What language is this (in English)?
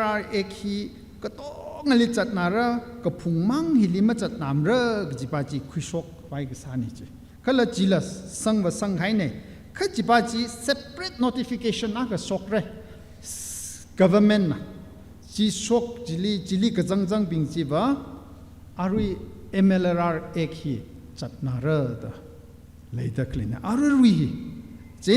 Tangkhul Naga (India)